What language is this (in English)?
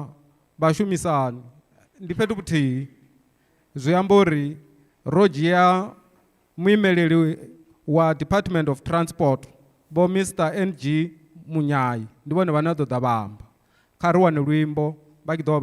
Venda